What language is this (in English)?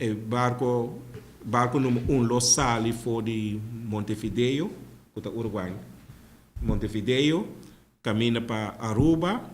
Papiamento